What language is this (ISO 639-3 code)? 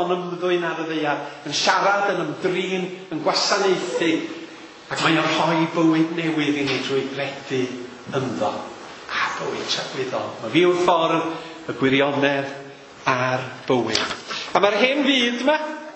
cym